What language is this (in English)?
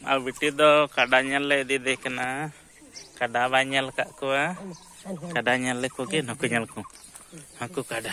Santali